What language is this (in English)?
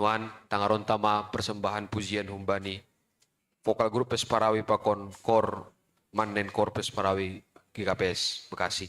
Batak Simalungun